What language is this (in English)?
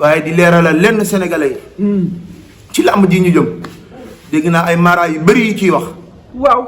Wolof